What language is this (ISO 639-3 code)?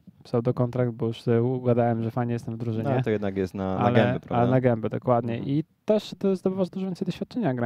pol